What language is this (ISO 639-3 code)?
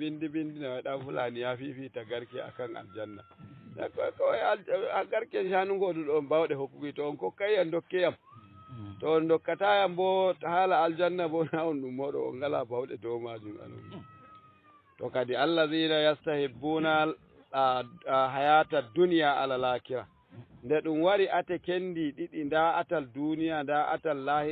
ful